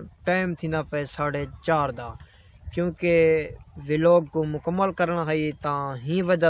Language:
Saraiki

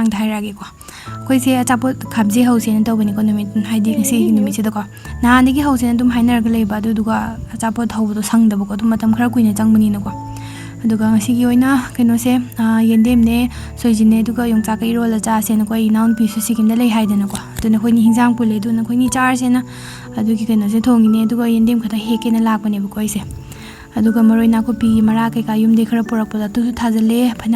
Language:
Manipuri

